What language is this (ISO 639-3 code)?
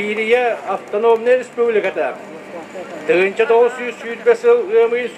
sah